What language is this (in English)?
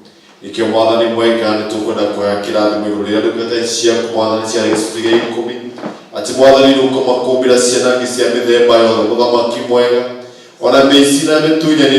Kikuyu